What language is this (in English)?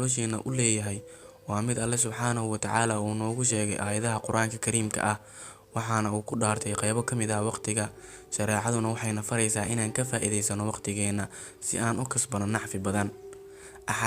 Somali